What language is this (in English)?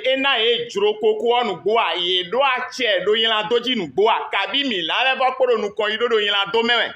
Fon